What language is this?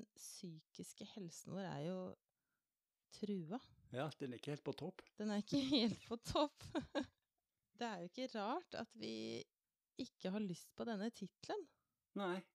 Norwegian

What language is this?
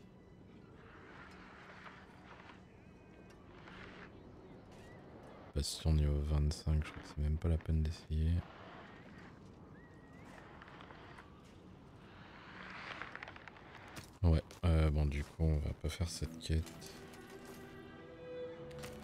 French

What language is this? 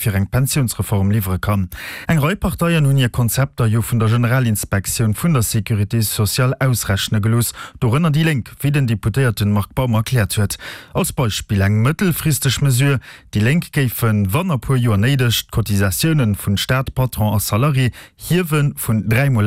Luxembourgish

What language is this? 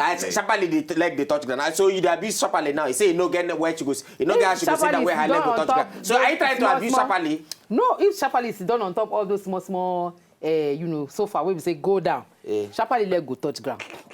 Nigerian Pidgin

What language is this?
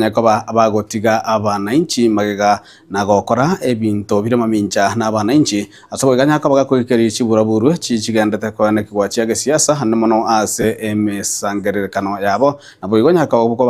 Gusii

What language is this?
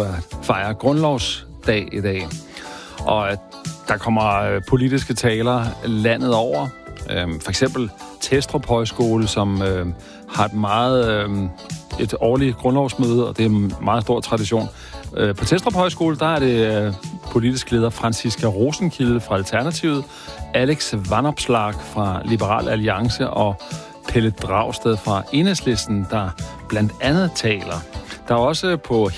Danish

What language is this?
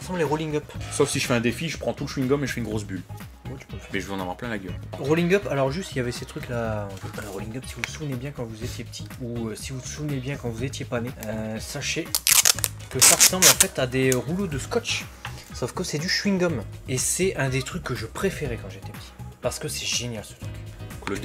French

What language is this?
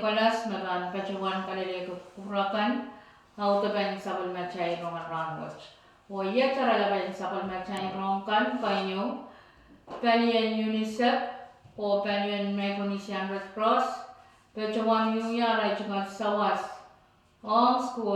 Pohnpeian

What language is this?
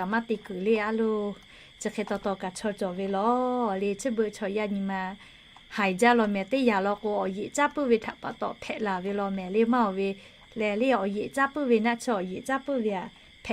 Lahu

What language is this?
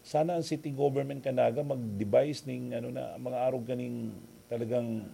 Bikol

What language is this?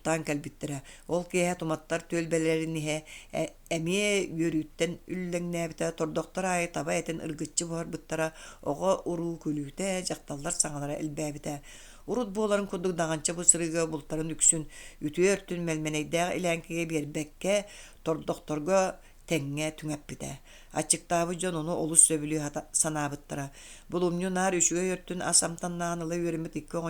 Yakut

